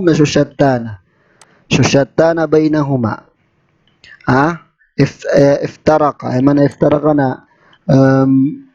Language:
Maranao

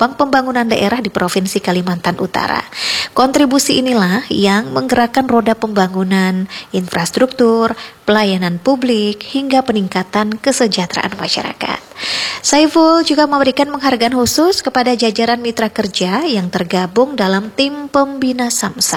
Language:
Indonesian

